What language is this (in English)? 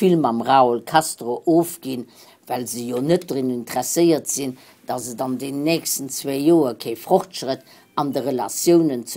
Luxembourgish